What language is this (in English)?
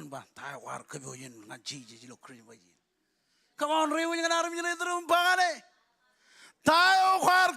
Marshallese